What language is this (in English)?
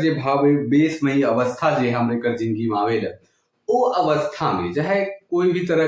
Sadri